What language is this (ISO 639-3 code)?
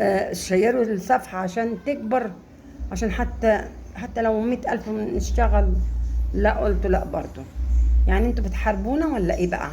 arz